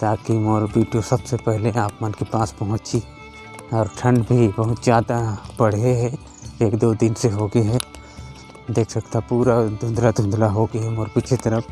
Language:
Chhattisgarhi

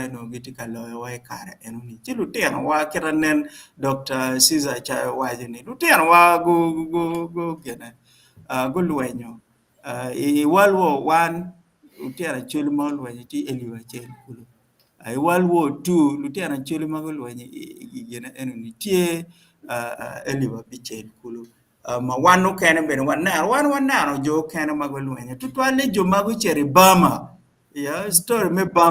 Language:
Acoli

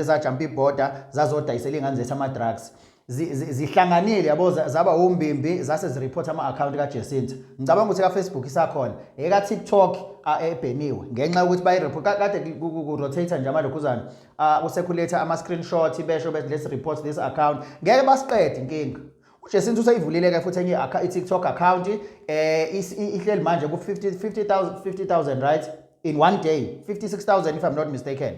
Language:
Zulu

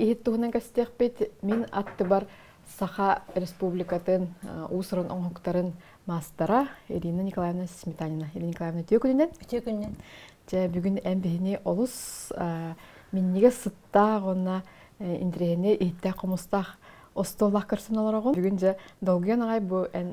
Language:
Yakut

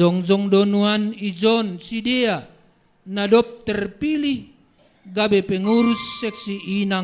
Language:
Batak Simalungun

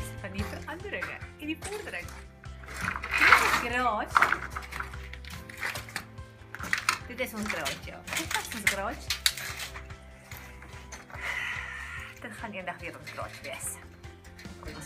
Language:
Afrikaans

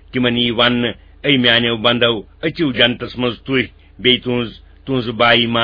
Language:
Kashmiri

